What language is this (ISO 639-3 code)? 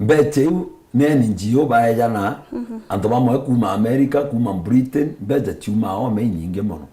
mer